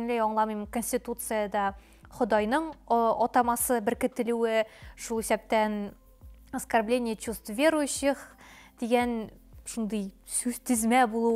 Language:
Tatar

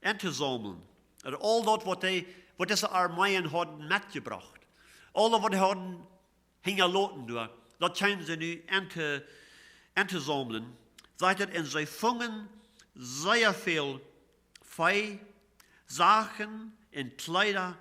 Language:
Plautdietsch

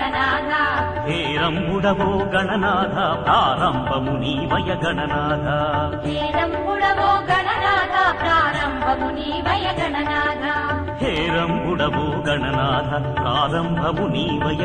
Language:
Telugu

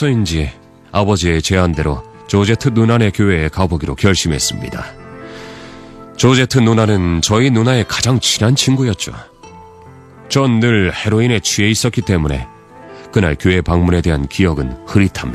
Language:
Korean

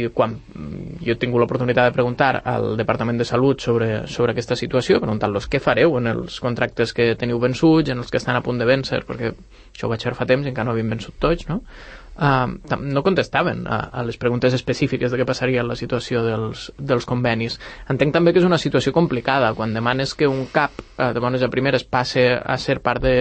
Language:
Catalan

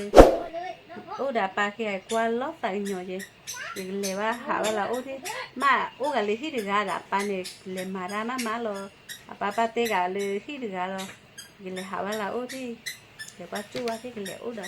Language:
S'gaw Karen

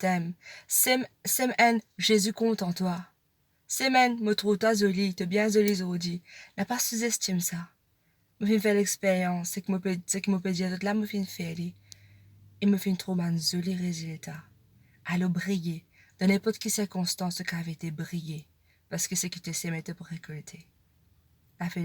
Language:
Morisyen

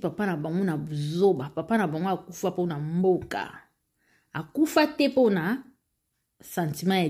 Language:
Lingala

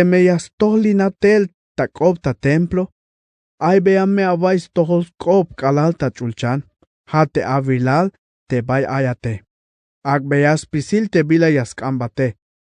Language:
Tzeltal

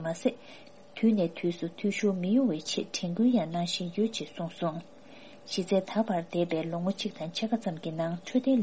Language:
Tibetan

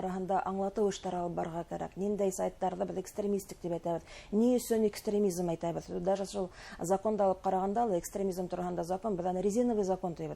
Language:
Bashkir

